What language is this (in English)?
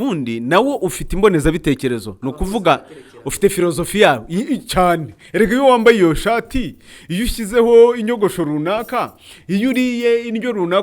Kinyarwanda